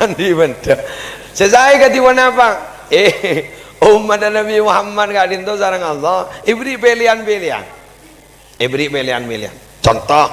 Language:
Madurese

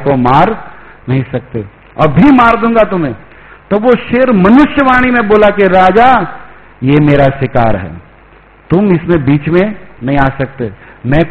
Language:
Hindi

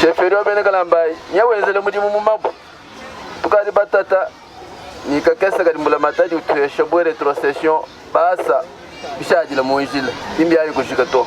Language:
Luba-Lulua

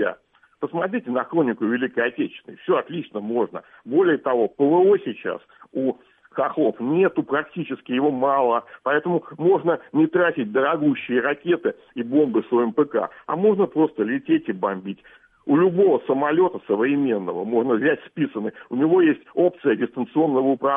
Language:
Russian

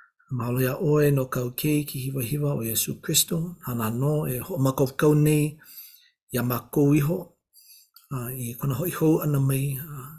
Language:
Hawaiian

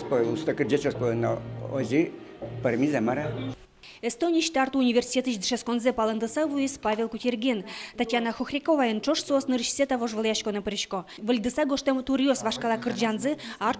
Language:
Udmurt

